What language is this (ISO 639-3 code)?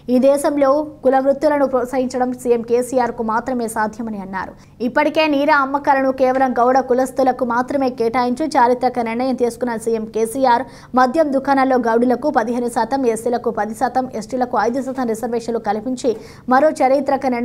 tel